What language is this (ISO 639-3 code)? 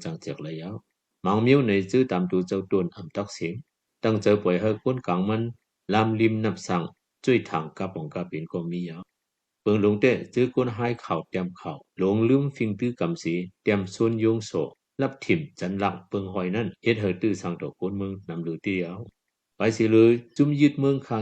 shn